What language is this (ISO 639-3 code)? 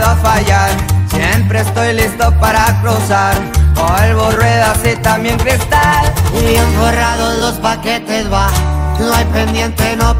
spa